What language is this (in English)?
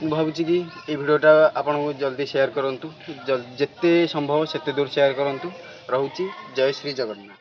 Odia